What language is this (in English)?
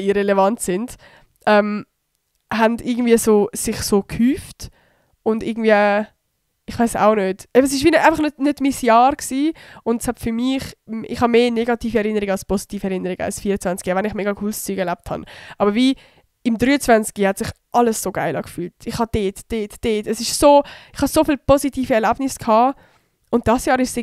Swiss German